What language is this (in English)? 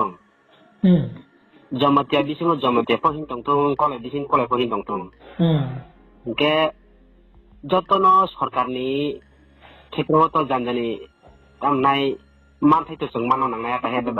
Riang (India)